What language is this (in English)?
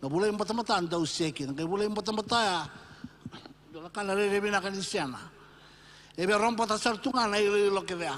Fijian